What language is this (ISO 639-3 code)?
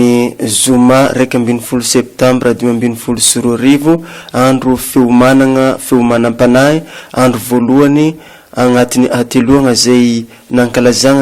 mlg